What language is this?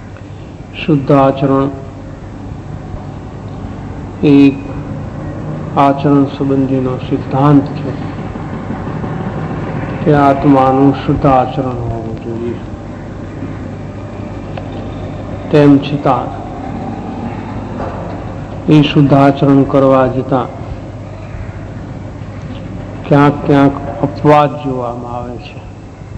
Gujarati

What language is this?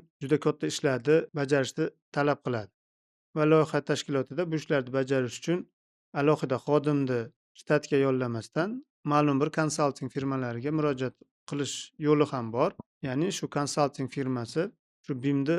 Uzbek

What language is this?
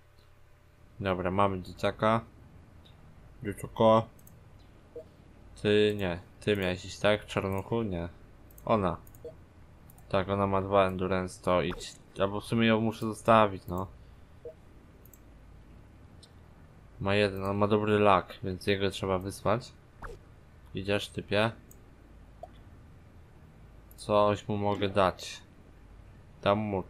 Polish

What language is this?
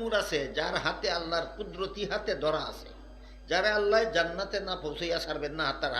Sylheti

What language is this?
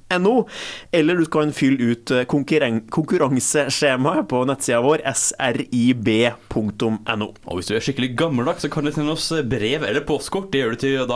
Norwegian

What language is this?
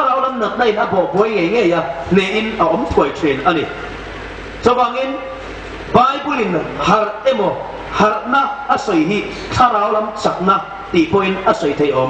Hmar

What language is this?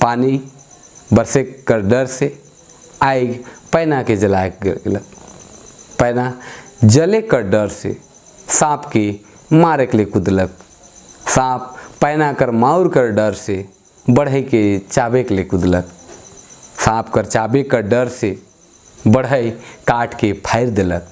Sadri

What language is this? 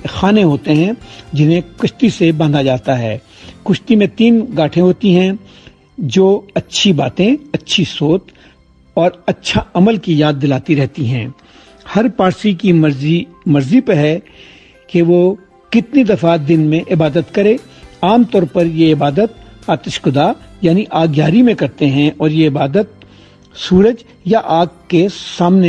Urdu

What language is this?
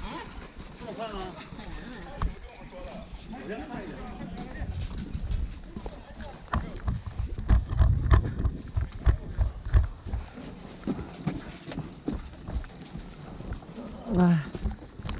Chinese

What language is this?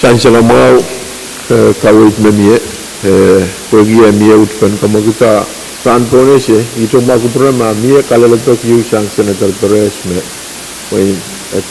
Pohnpeian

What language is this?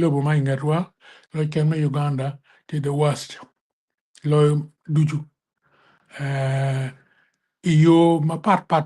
Acoli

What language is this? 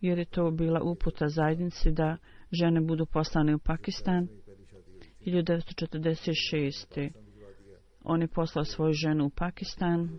Bosnian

